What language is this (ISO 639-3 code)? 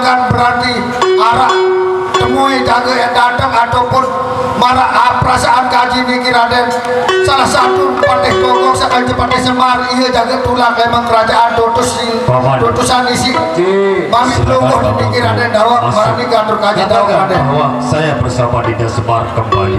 sas